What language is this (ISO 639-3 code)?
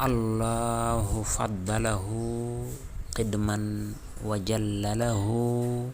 wol